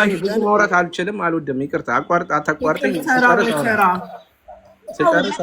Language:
Amharic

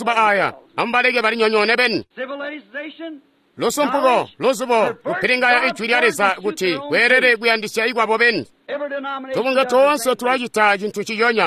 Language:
Tonga (Zambia)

